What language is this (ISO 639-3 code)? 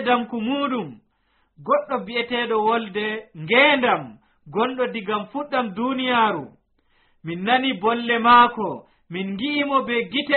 fuv